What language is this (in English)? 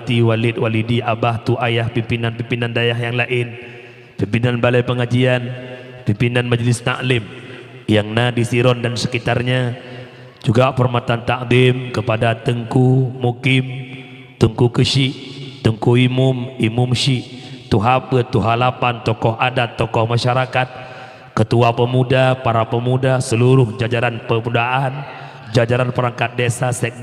Achinese